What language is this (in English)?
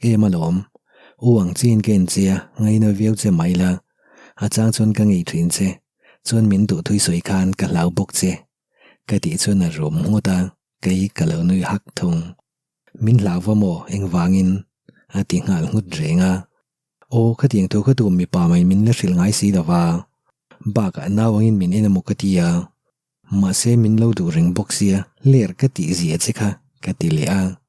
Mizo